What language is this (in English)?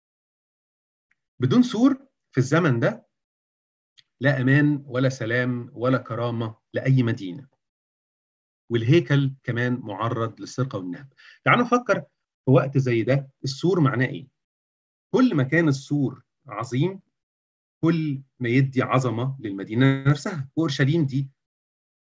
Egyptian Arabic